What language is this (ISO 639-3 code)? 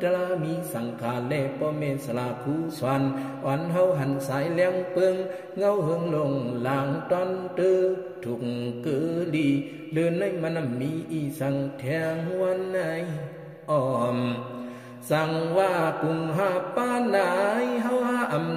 shn